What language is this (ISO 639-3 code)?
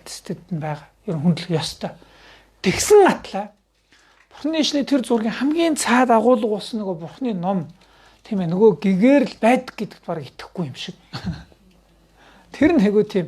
mon